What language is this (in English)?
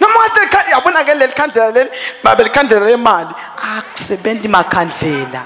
Swati